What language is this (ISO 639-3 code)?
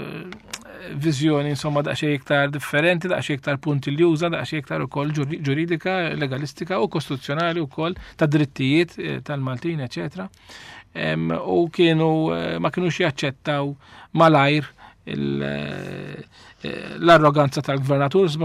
mlt